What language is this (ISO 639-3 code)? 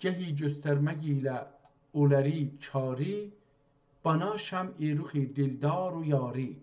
azb